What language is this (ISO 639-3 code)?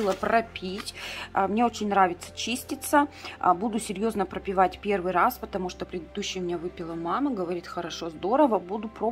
rus